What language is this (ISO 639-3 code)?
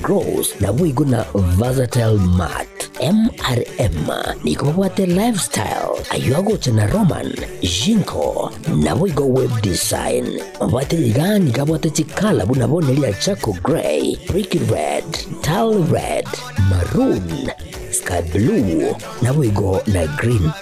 guz